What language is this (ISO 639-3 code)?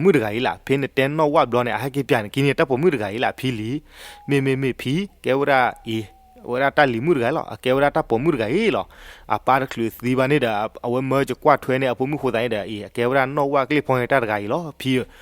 ksw